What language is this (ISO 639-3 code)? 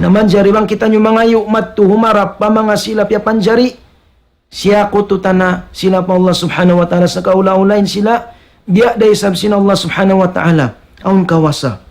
tsg